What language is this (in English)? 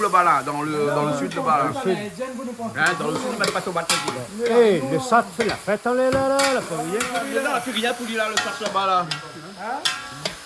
Réunion Creole French